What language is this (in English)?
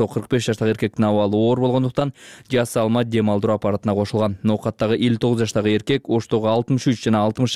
Kyrgyz